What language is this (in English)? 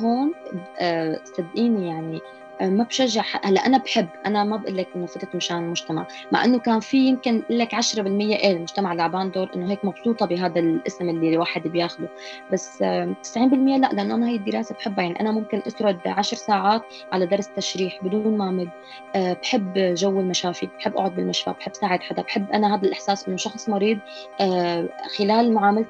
North Levantine Arabic